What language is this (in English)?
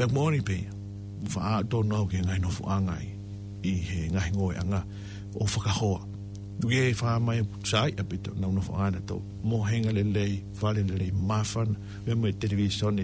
Tongan